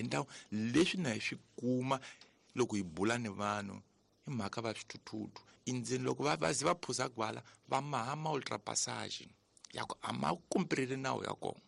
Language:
Tsonga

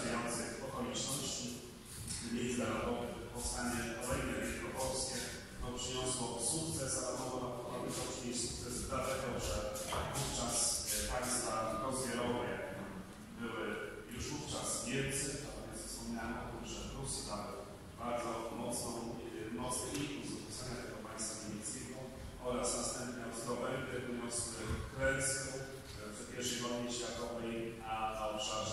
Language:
Polish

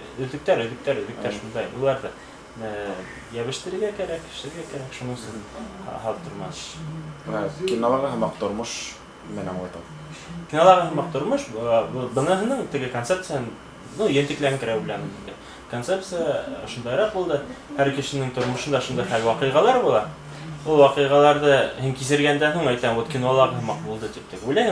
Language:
Bashkir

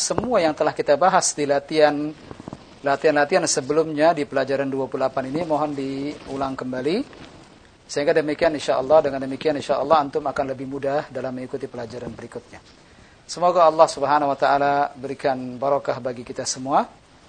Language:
Indonesian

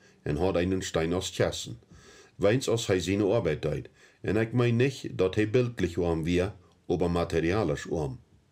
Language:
Plautdietsch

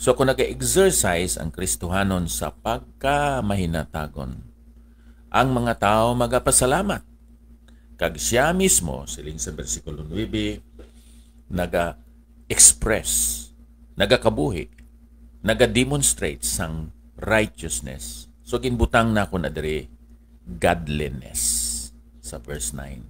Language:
Hiligaynon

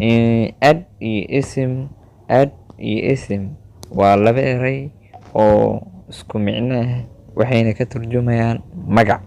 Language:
Somali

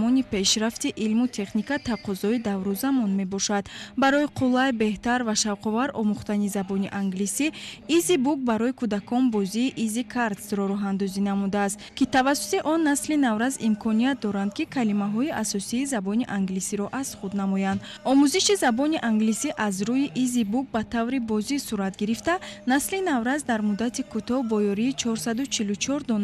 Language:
Tajik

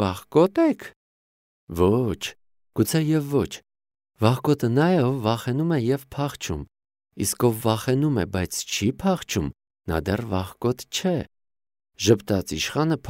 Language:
Armenian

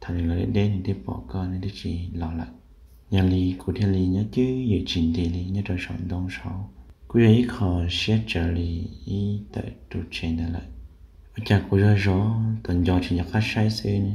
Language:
Hmong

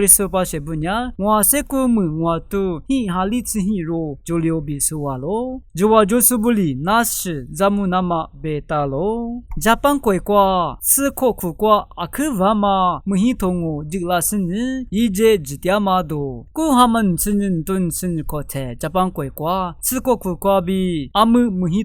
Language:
Lisu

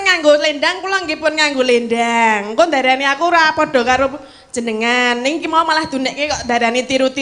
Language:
Javanese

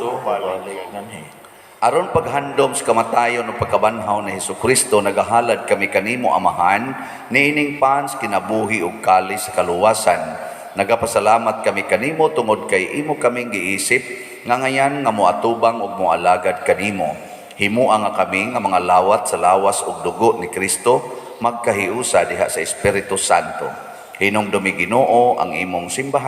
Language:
Cebuano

